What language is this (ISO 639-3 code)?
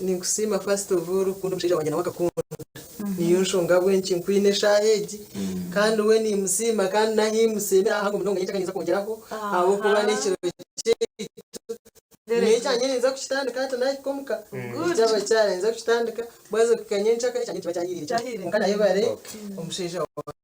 nyn